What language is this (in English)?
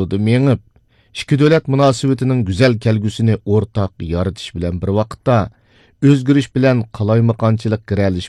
Uyghur